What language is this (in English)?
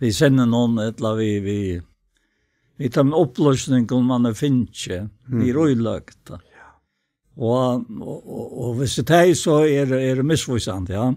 Faroese